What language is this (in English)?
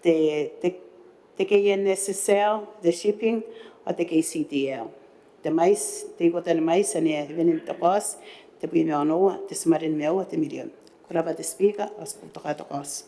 Gilbertese